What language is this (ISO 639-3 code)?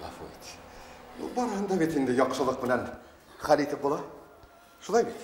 bak